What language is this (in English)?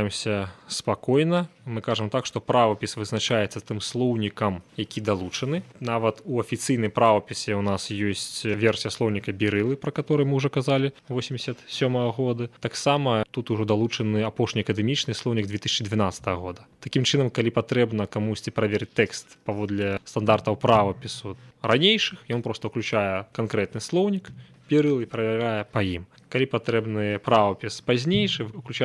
Belarusian